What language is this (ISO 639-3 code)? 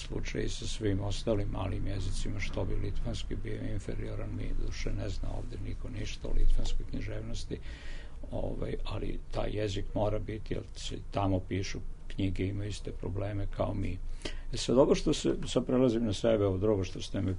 srp